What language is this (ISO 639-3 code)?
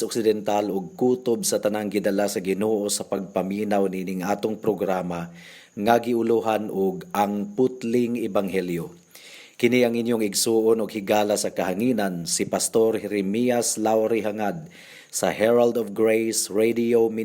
ceb